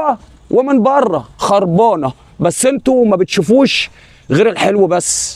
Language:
Egyptian Arabic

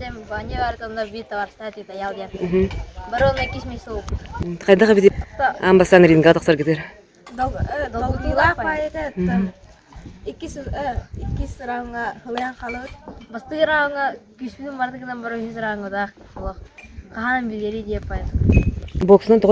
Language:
Yakut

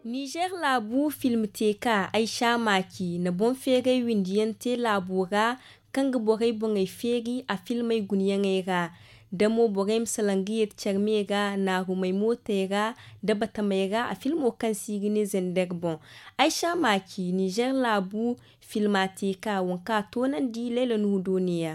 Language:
Zarma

